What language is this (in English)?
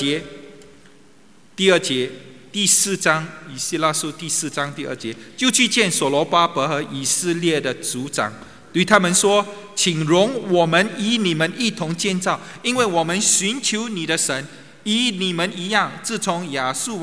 Chinese